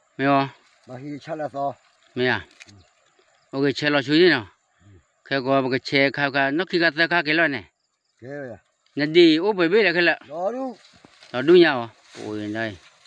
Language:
S'gaw Karen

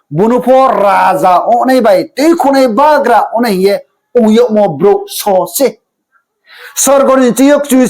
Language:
Riang (India)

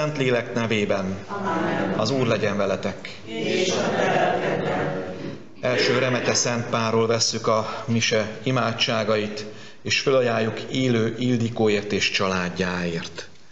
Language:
Hungarian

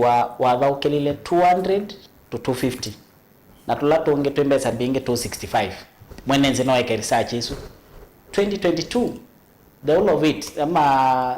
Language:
Kamba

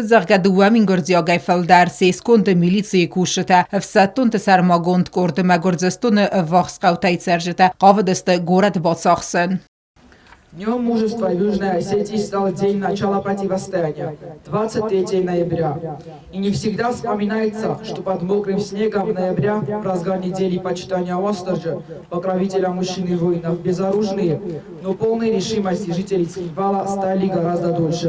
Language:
Ossetic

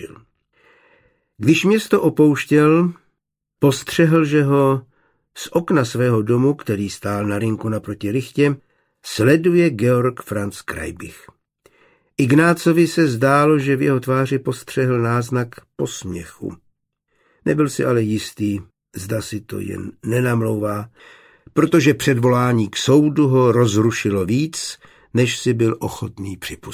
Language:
Czech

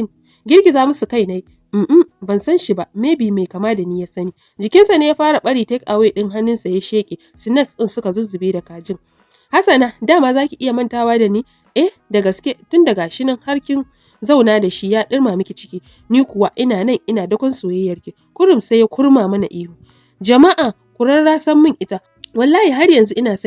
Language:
Hausa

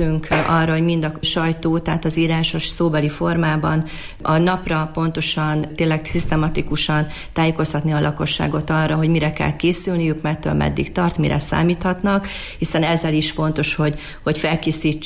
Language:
Hungarian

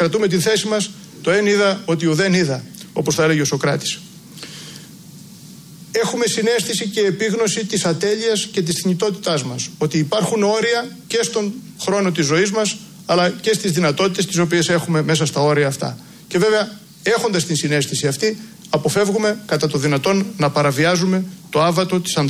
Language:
Greek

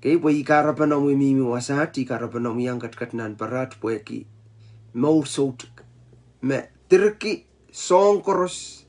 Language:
Pohnpeian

